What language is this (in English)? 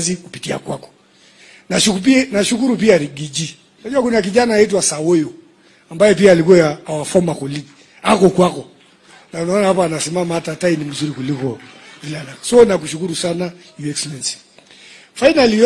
Swahili